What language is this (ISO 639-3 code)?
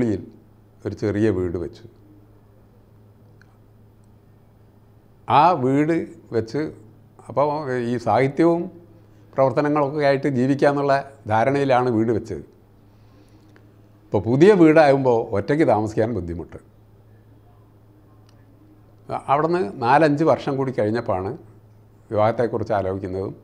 mal